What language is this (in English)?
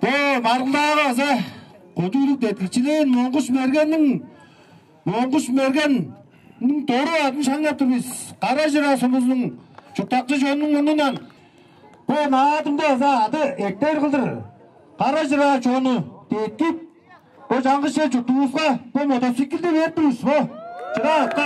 Tuvinian